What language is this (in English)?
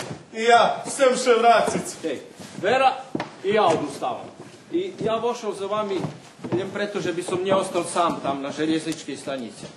Rusyn